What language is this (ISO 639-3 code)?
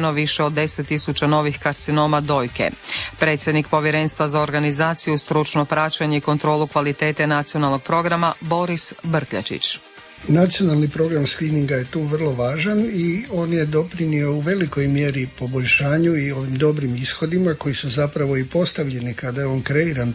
hrv